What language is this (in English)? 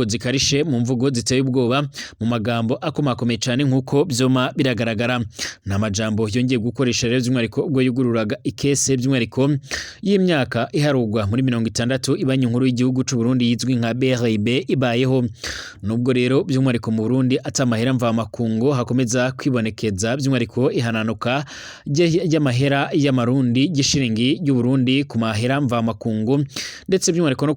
Rundi